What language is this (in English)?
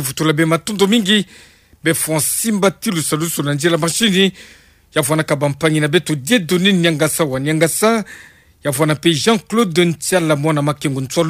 Kituba (Democratic Republic of Congo)